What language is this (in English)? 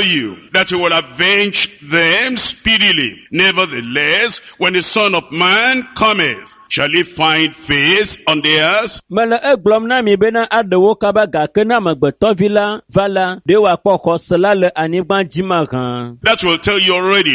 Ewe